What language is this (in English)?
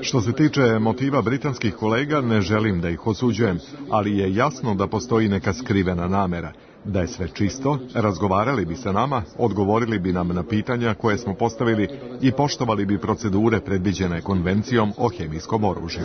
Serbian